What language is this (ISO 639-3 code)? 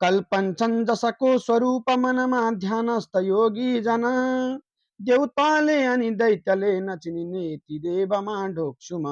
nep